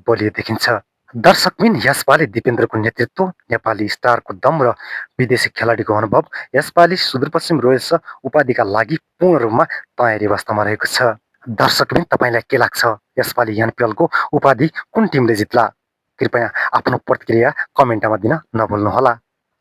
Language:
Nepali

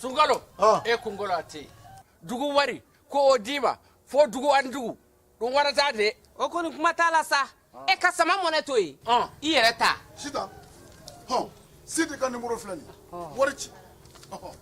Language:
Bambara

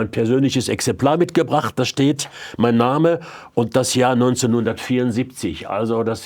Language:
Swiss German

